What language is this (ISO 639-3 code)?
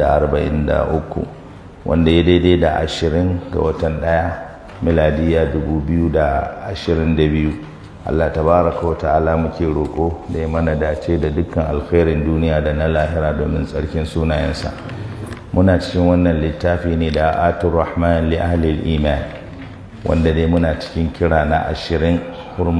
hau